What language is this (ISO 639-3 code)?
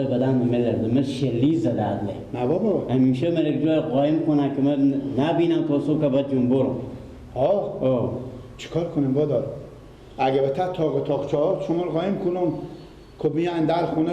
fas